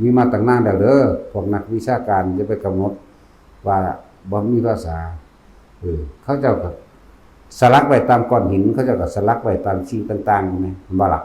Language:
Northeastern Thai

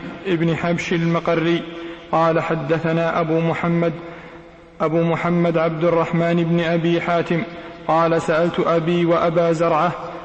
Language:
Arabic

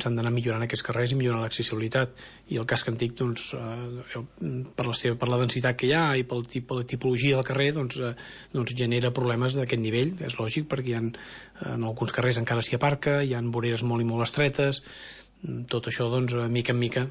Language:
Catalan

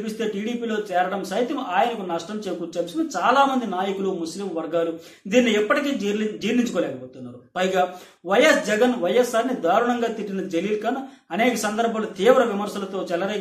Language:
Telugu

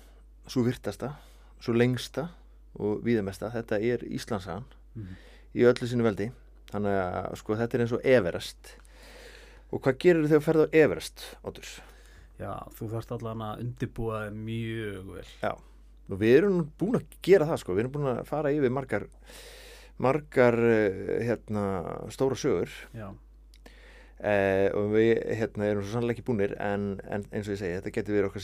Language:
Icelandic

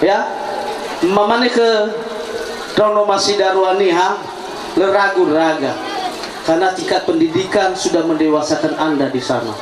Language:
Nias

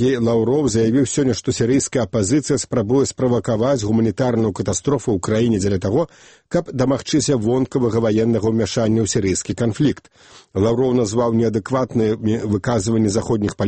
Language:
Belarusian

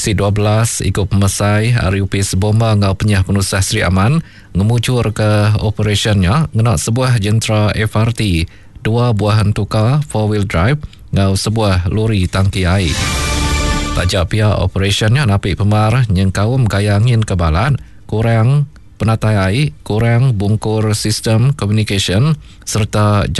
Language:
Iban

